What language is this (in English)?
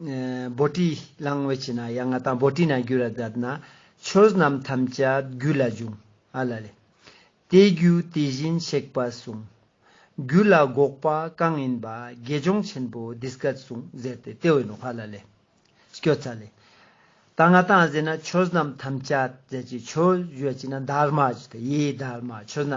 Ladakhi